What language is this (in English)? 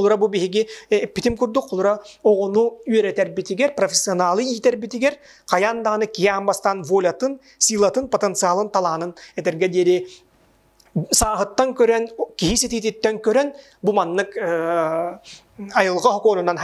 Yakut